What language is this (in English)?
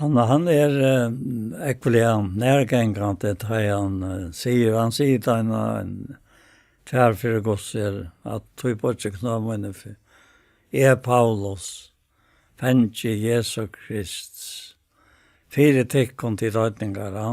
Faroese